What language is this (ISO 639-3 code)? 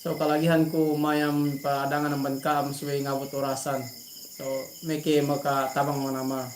yka